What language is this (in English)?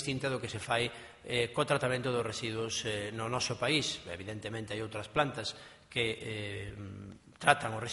Galician